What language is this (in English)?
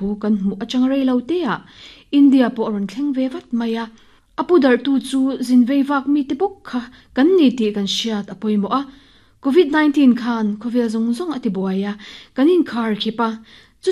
Mizo